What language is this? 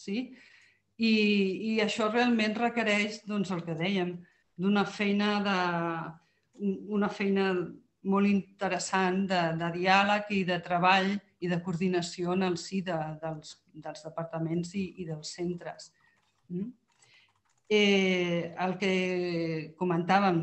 Catalan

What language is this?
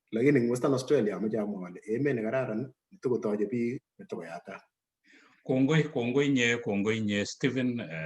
Kalenjin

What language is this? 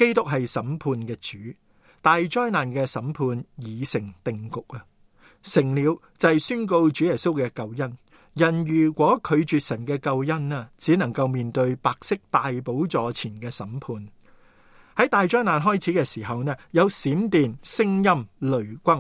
Cantonese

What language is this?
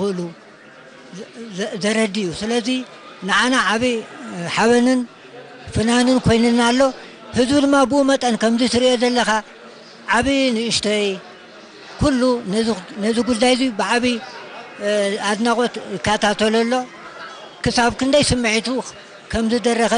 Tigrinya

